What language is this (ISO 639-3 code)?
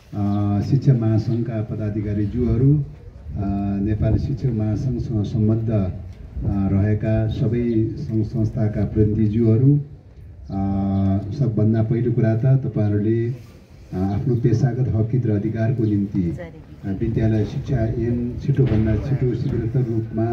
nep